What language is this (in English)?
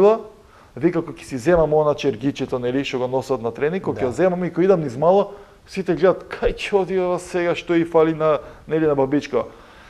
Macedonian